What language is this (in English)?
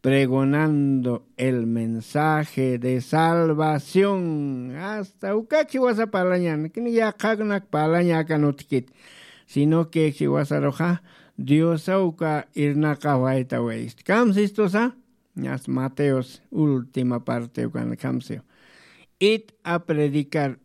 Aymara